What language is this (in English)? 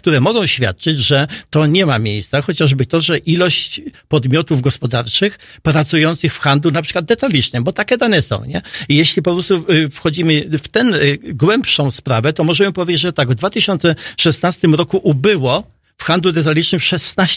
Polish